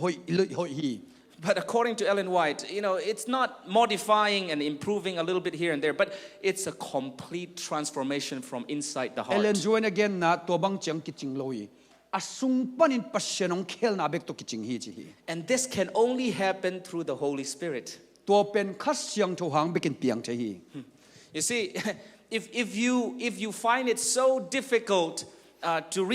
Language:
Tedim Chin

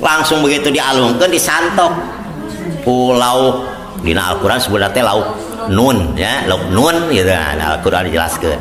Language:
Sundanese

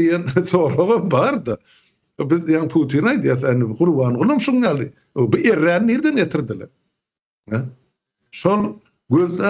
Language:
Turkmen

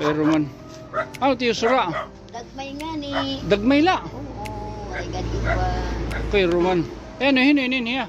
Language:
Waray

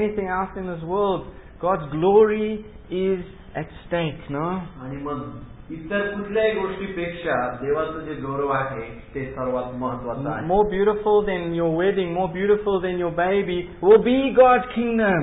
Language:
Marathi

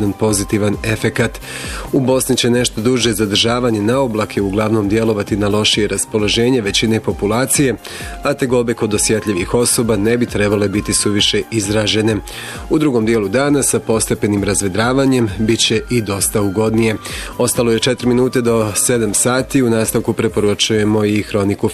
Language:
Bosnian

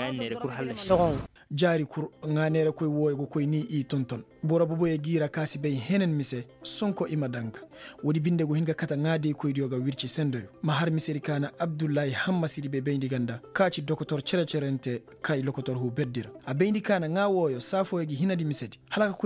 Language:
Koyraboro Senni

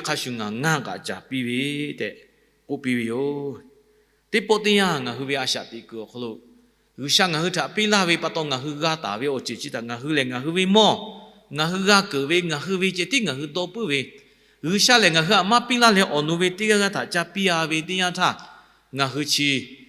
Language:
Lahu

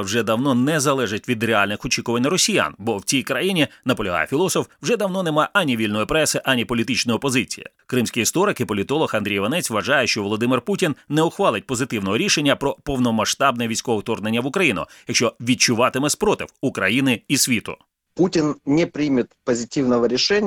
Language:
Ukrainian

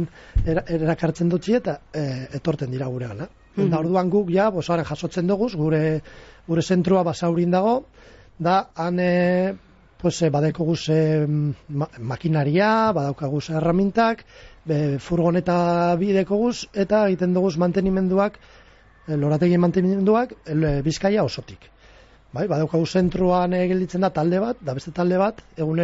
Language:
Basque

